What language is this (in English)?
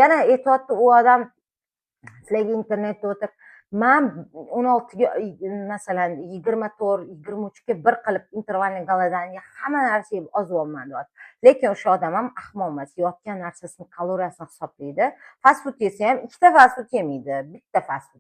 Uzbek